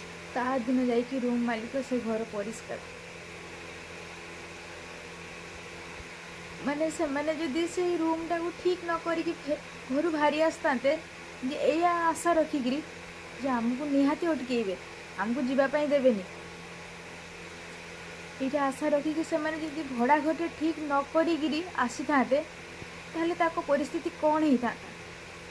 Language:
Odia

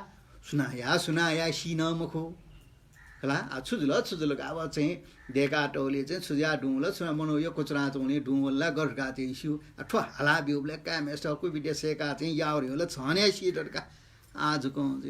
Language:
Newari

